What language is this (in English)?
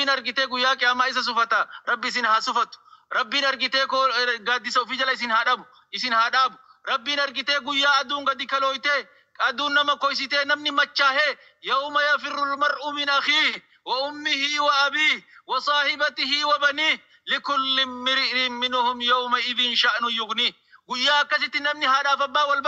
Oromo